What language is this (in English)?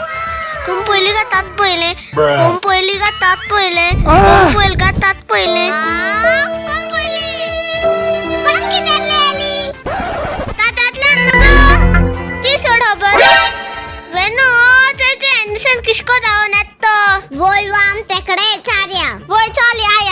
Konkani